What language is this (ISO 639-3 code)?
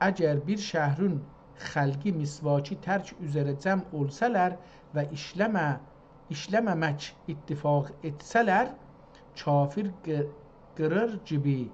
azb